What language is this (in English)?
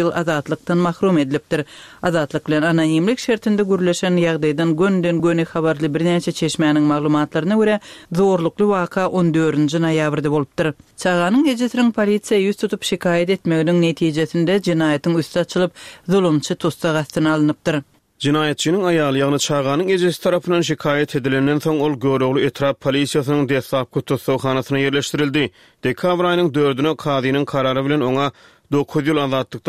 Turkmen